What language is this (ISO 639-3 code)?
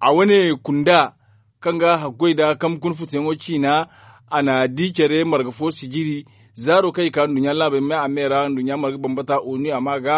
dje